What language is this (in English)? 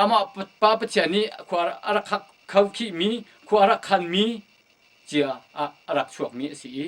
Hakha Chin